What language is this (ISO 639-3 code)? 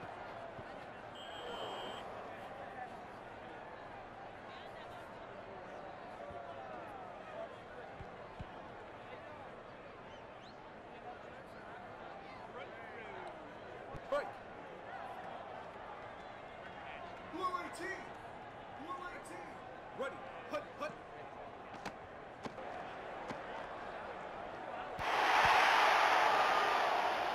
eng